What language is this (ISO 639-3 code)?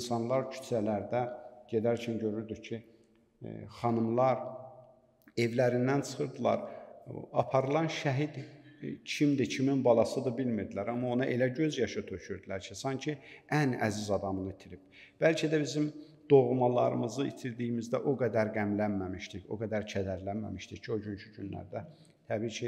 aze